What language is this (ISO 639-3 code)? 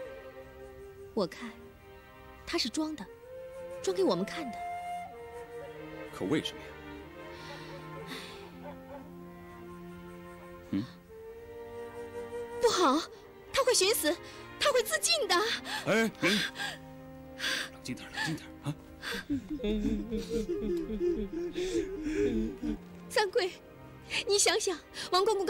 zho